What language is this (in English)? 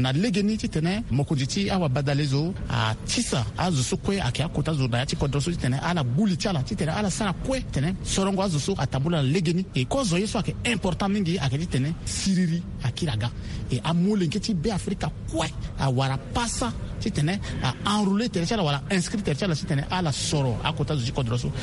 Sango